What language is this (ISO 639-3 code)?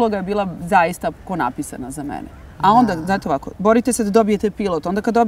srp